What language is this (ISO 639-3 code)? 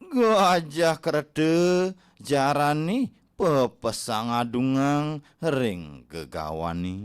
ban